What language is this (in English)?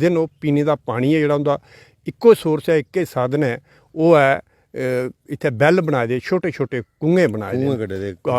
Dogri